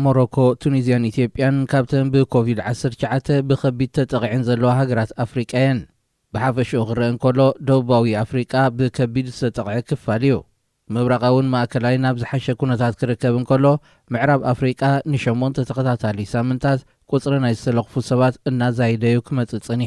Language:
Tigrinya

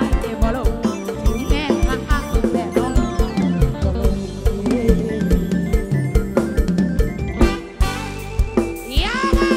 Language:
Northeastern Thai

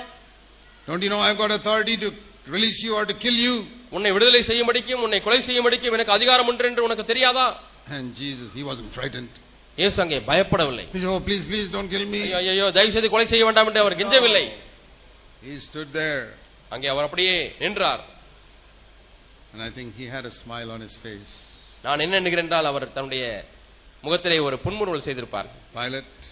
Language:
Tamil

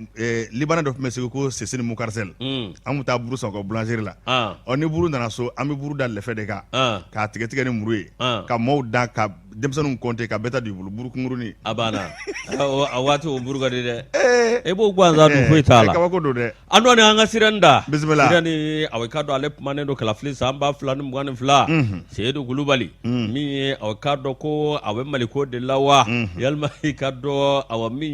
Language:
Bambara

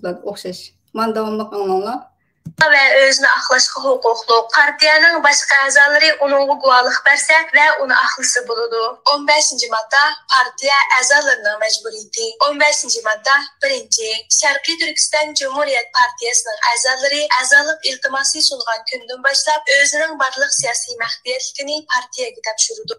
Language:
Uyghur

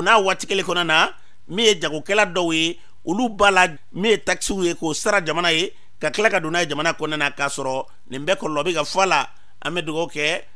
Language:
Bambara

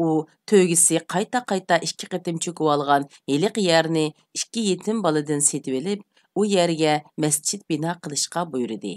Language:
Uyghur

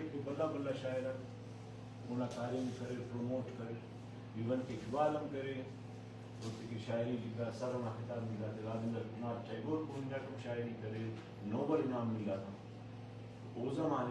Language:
Brahui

